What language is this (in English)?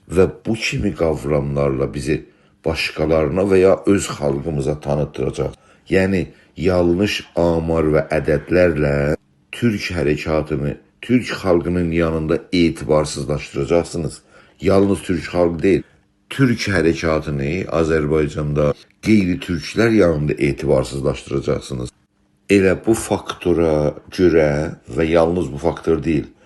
South Azerbaijani